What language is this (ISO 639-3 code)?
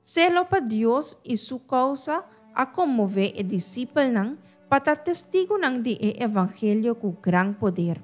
pap